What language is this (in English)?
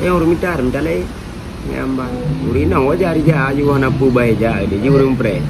Achinese